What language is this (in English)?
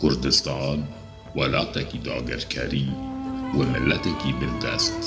Kurdish